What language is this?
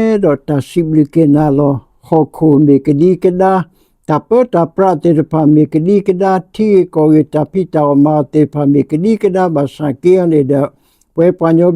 S'gaw Karen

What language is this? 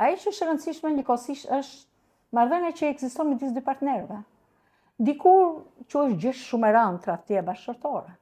Albanian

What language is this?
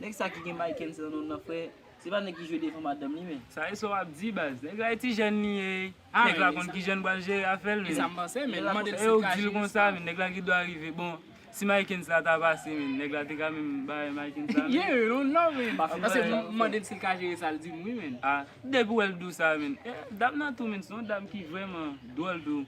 Haitian Creole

